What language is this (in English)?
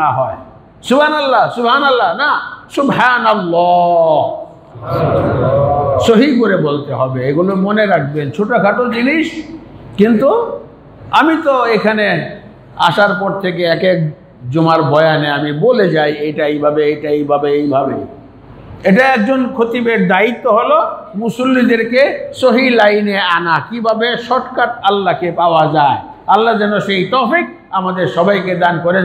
Bangla